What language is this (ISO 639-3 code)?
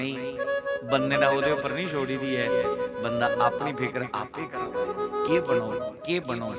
doi